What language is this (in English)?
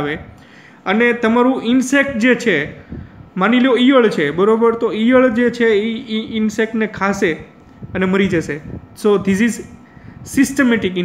Gujarati